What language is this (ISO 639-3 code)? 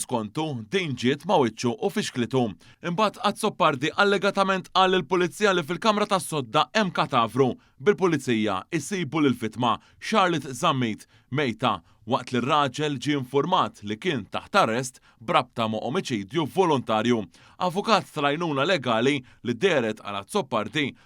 mlt